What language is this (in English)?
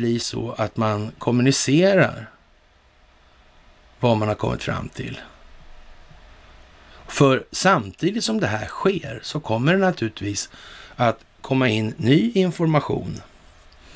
Swedish